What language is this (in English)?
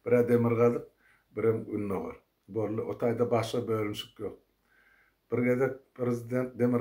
Turkmen